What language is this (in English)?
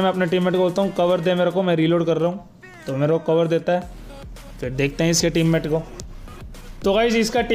Hindi